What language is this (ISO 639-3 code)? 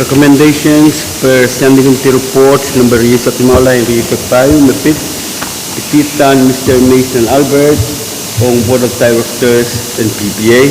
pon